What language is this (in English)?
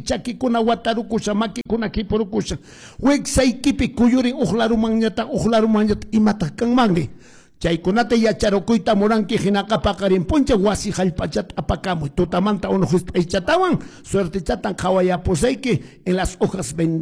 Quechua